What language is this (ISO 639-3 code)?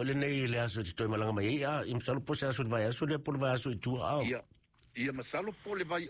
smo